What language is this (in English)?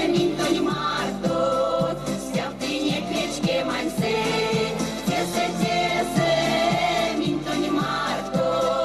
Erzya